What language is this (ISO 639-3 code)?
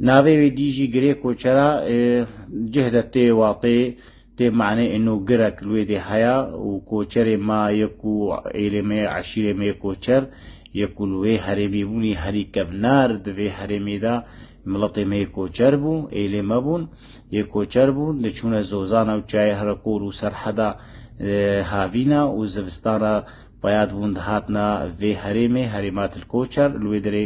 kur